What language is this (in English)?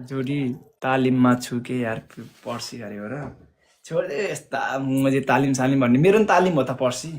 Nepali